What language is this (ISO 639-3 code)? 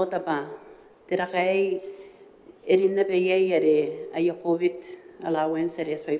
gil